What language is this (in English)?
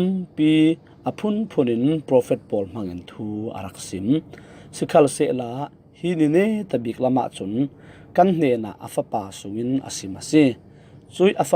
Falam Chin